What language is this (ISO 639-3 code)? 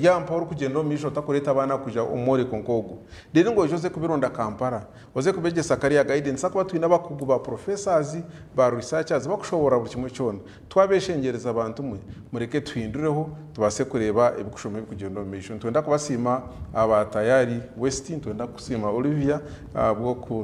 nyn